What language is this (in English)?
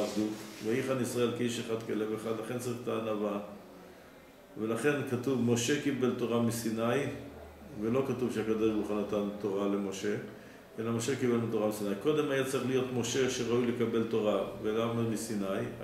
Hebrew